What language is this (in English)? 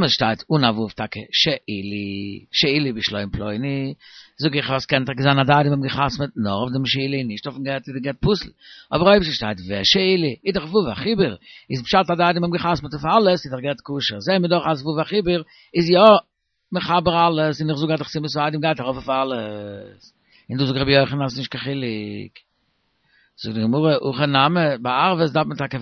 Yiddish